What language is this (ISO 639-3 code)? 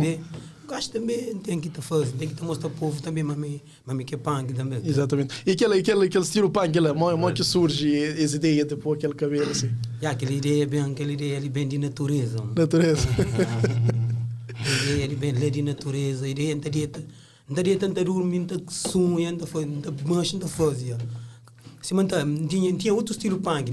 kea